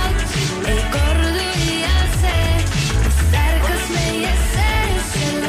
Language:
Estonian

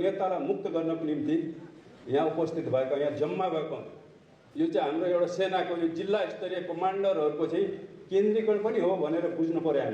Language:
Nepali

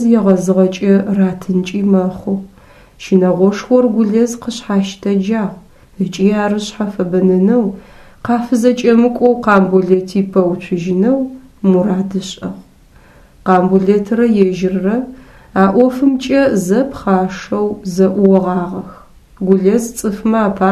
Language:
Adyghe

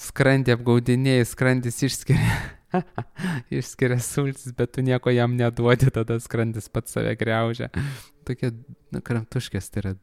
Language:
Lithuanian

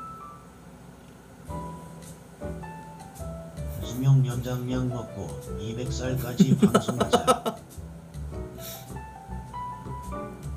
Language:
Korean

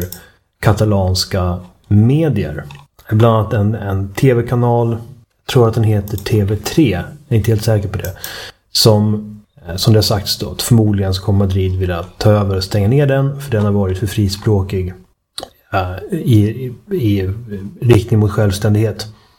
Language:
Swedish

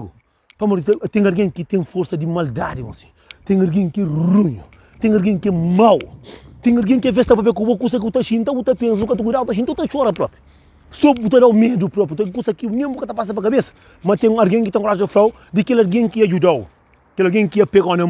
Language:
Kabuverdianu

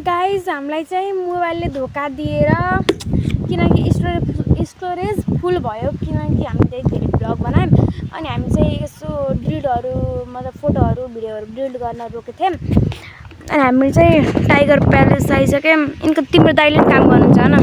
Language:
Nepali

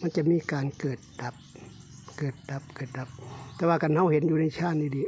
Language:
Lao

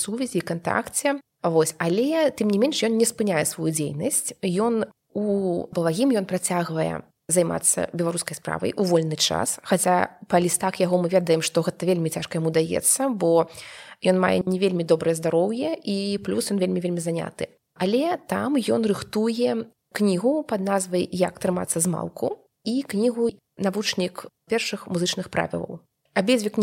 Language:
Belarusian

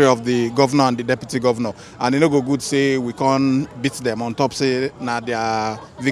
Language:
Nigerian Pidgin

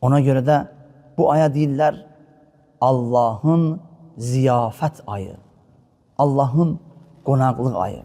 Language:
Azerbaijani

